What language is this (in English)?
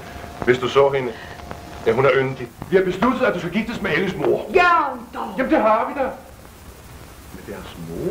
Danish